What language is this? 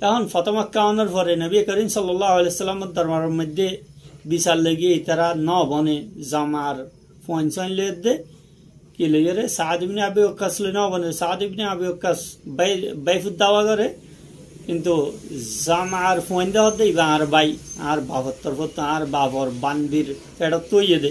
Rohingya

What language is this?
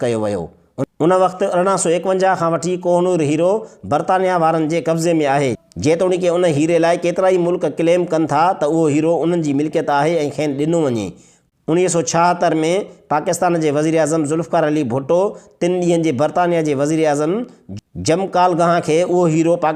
Sindhi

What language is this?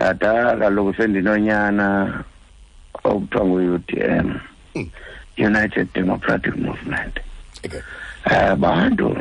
Xhosa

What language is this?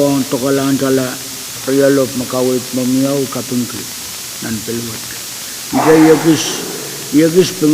Pohnpeian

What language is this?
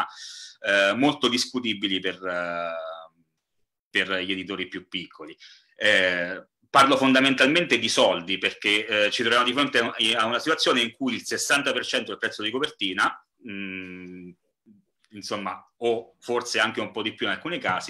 Italian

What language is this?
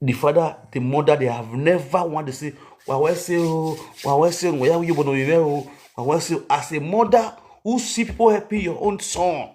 Nigerian Pidgin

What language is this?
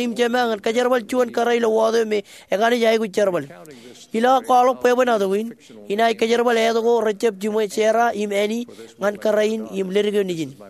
Marshallese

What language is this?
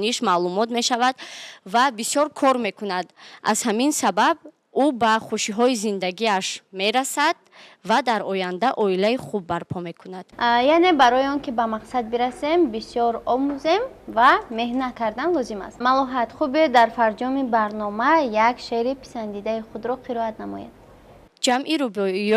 Tajik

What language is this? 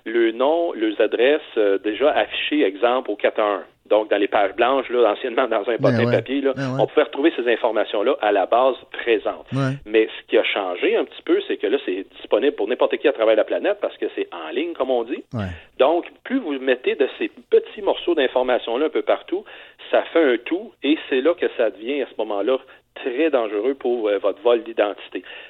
French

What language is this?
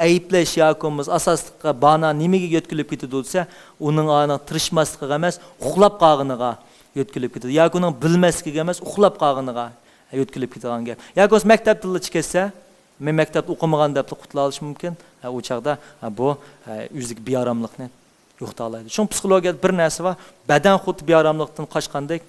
Uyghur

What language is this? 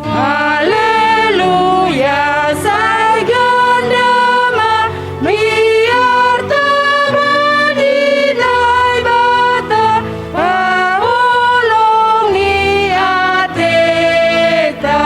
Batak Simalungun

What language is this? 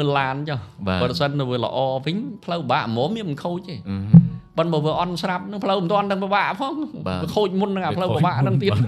Khmer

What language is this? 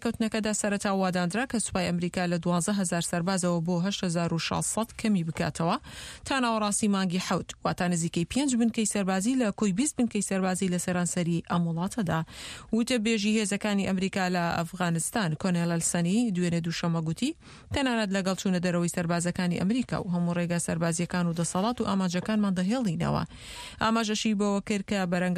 Central Kurdish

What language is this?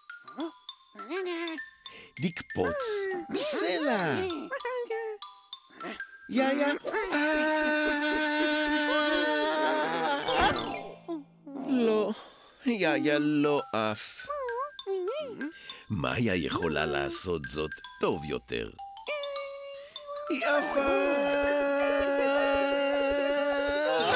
Hebrew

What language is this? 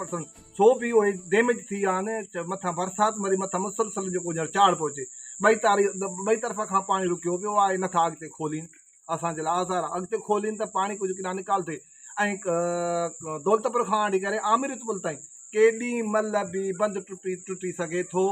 Sindhi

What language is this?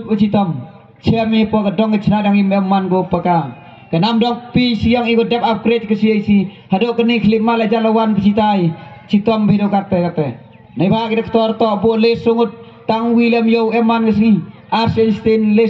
Khasi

